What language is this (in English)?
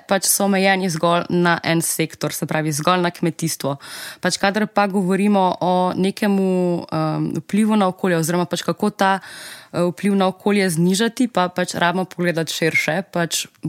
Slovenian